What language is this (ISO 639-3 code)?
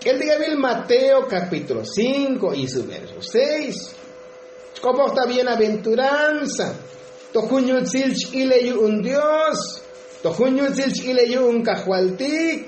tzo